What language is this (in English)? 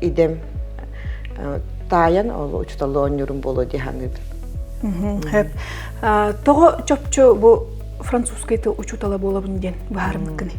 Yakut